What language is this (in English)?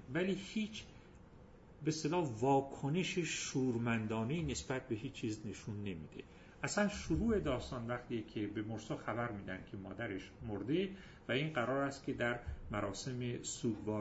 Persian